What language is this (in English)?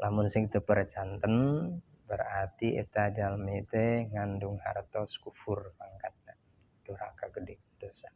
Sundanese